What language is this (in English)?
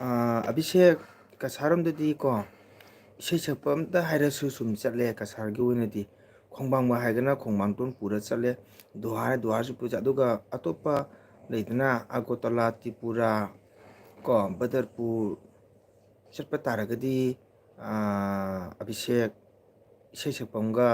Manipuri